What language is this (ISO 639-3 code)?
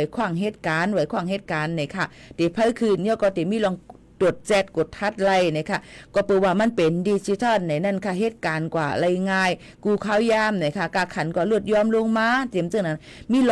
shn